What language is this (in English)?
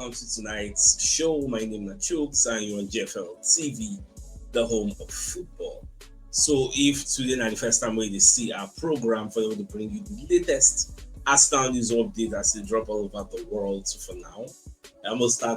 Nigerian Pidgin